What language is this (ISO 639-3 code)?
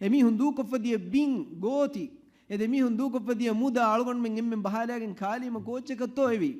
div